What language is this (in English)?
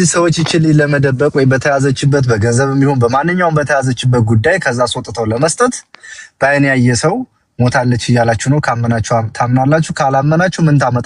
Amharic